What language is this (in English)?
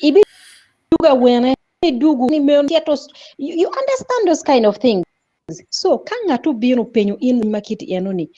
Acoli